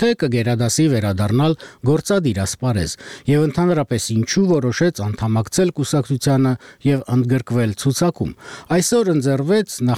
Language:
Armenian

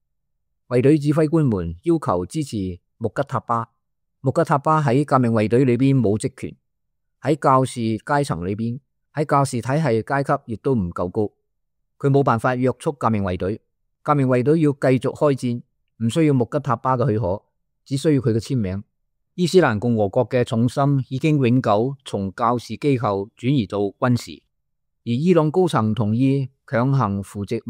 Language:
Cantonese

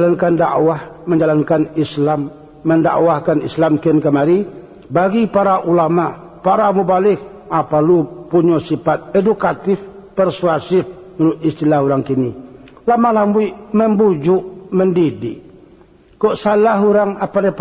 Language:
Minangkabau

